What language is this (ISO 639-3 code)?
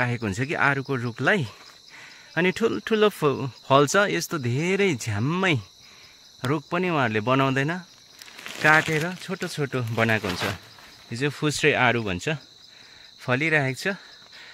nep